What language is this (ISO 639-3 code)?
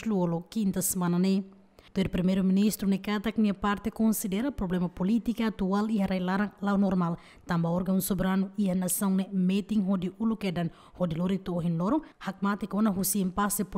tet